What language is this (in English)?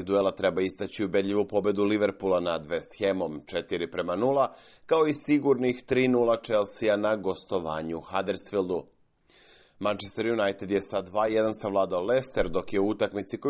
Serbian